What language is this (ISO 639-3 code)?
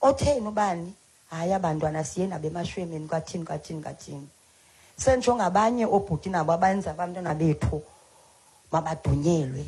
xho